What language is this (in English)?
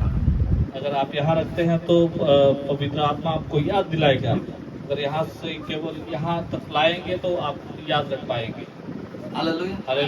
Santali